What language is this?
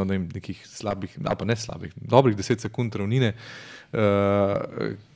Slovenian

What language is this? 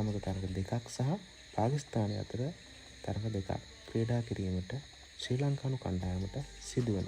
Sinhala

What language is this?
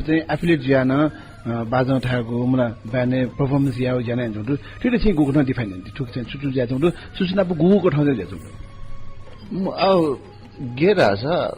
Newari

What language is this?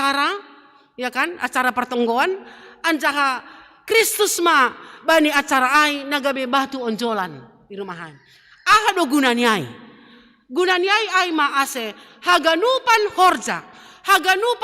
Batak Simalungun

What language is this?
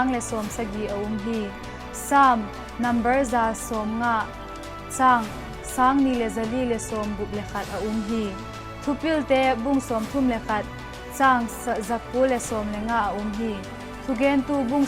Vaiphei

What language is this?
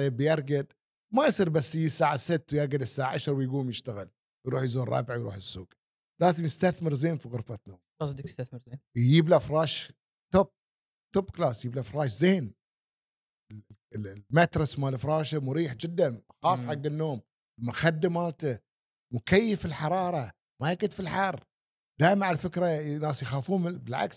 Gulf Arabic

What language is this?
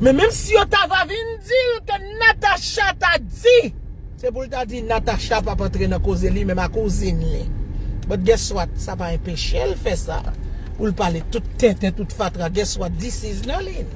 Haitian Creole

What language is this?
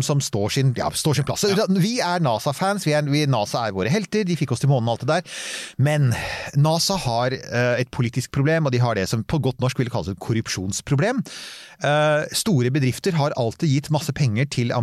Norwegian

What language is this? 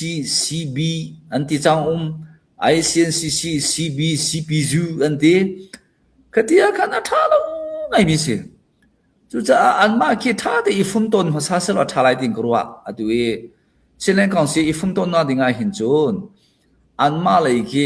Hakha Chin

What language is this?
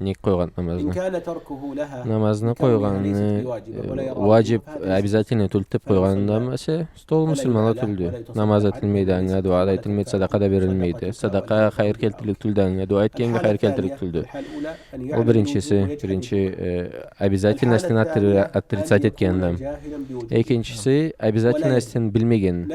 Karachay-Balkar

